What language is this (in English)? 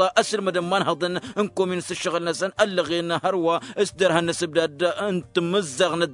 Tamasheq